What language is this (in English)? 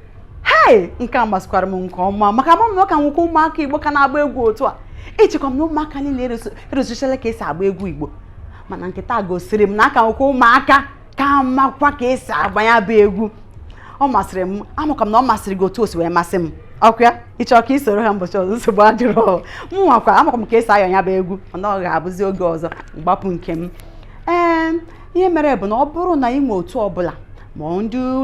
Igbo